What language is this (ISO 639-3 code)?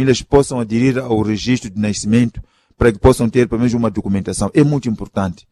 por